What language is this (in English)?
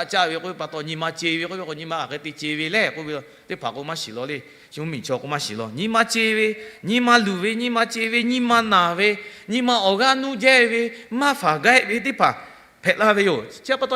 Lahu